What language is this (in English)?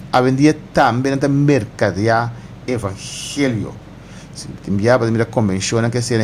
Papiamento